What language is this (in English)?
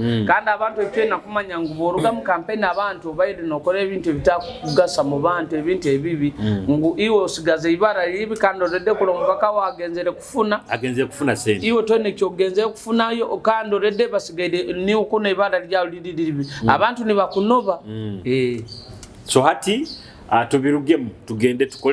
Nyoro